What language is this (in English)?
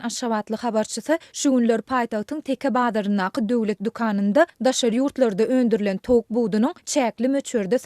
Turkmen